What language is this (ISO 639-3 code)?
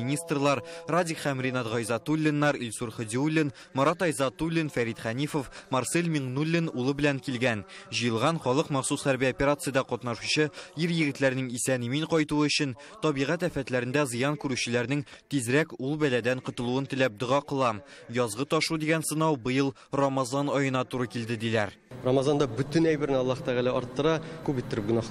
tat